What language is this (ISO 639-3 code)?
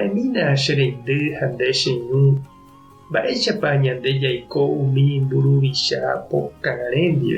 grn